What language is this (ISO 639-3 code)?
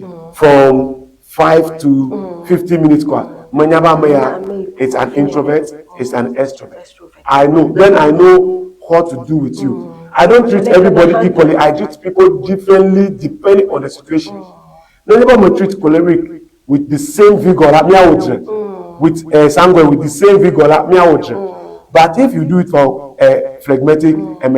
ewe